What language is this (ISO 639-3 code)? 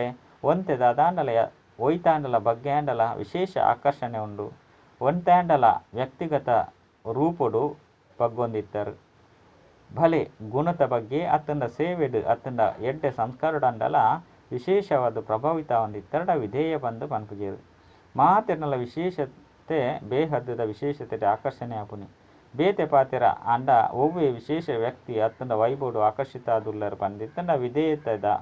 tcy